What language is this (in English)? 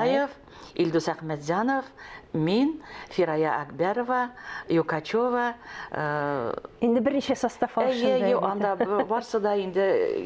Tatar